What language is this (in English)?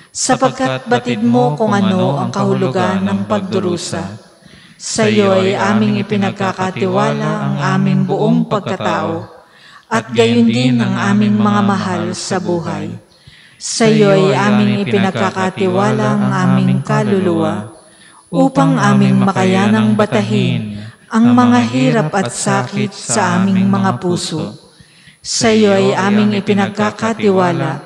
Filipino